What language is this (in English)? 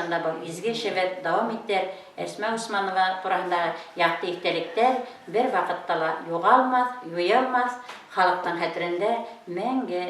Bashkir